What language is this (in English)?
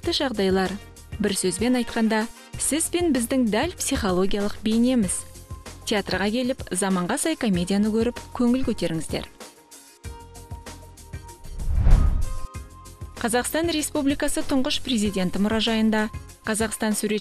Kazakh